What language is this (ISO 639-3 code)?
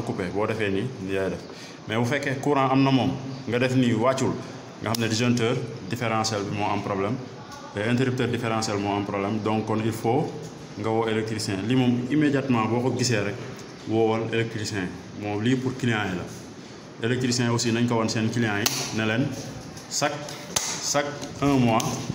wol